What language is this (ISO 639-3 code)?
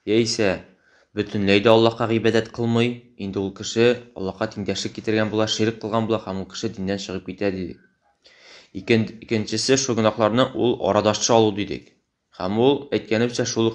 tat